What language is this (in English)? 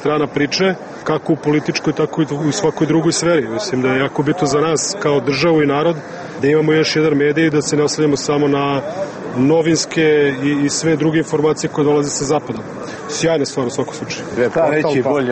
Serbian